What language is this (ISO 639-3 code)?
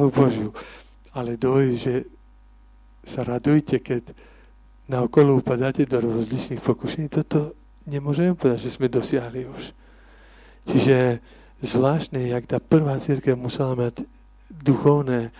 slk